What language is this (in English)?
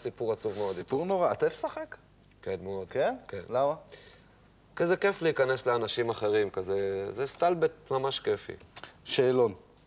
Hebrew